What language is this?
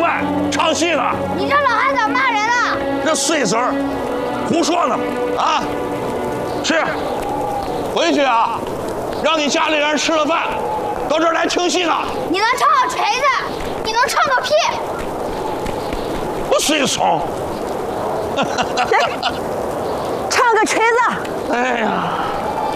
Chinese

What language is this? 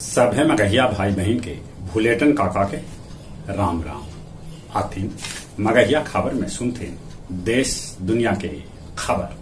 Magahi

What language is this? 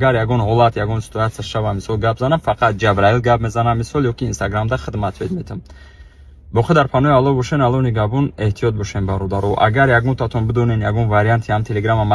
Tajik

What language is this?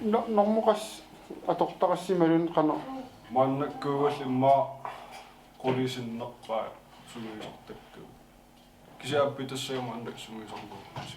Kalaallisut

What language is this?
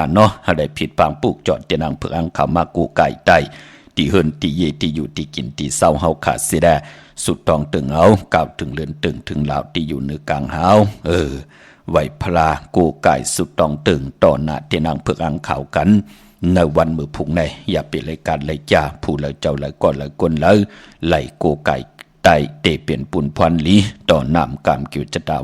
Shan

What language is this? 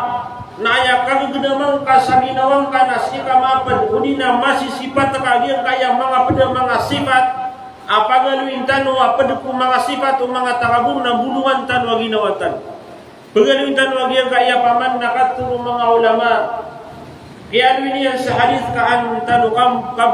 Maranao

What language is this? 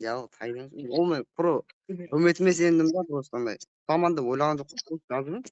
Kara-Kalpak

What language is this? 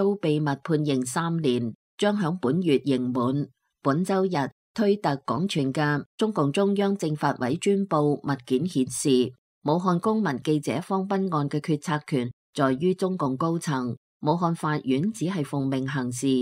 Cantonese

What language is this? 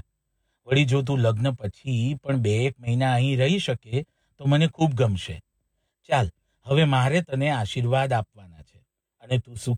Gujarati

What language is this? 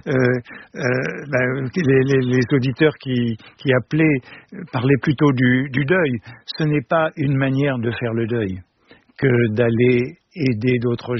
French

